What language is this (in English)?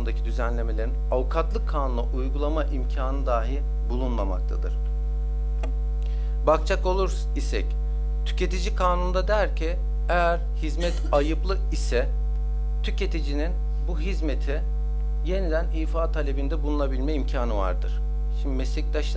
Turkish